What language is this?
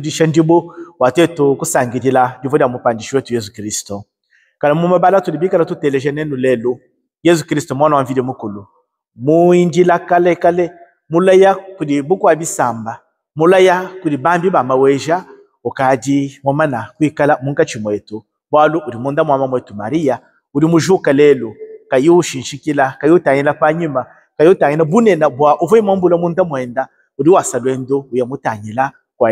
Luba-Lulua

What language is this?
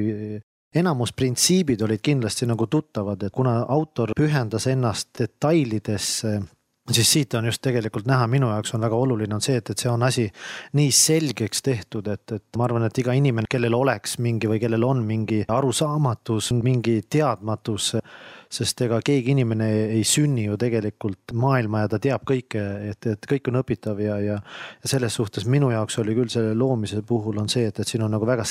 Estonian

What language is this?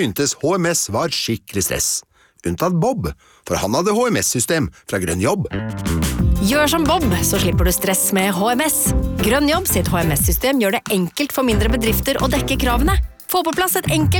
Norwegian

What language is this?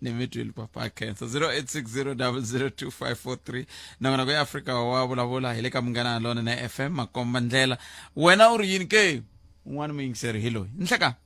Tsonga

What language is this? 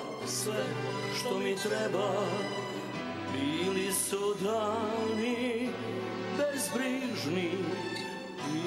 Serbian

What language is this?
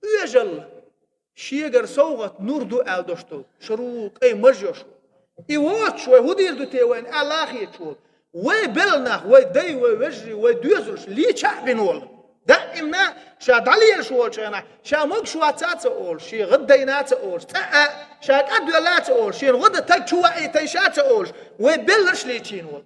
Chechen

